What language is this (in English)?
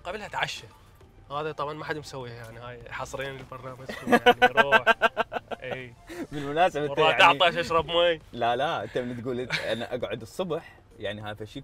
Mesopotamian Arabic